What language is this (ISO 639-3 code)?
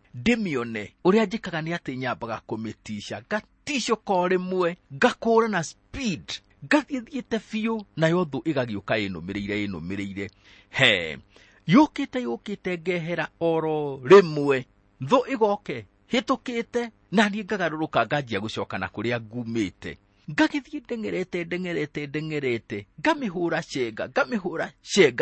kik